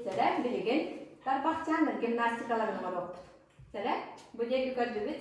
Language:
Yakut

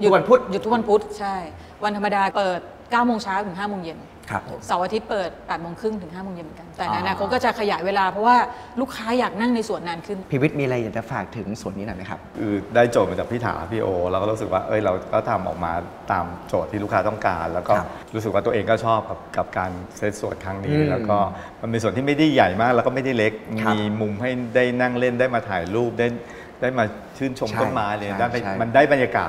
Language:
Thai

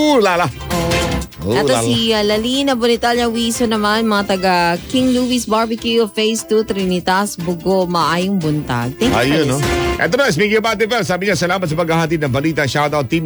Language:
Filipino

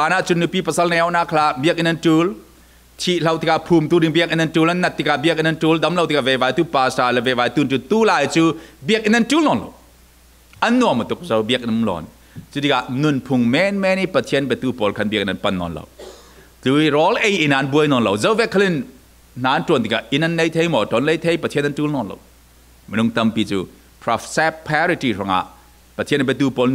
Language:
Falam Chin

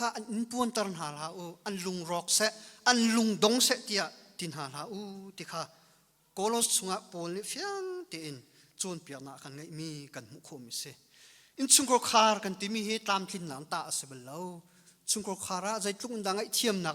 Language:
Hakha Chin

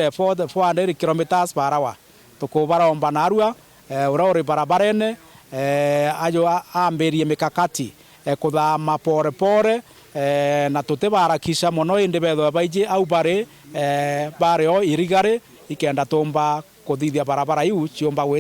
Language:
Meru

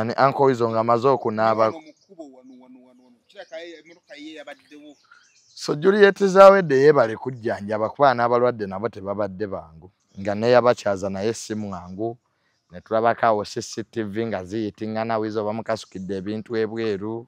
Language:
Ganda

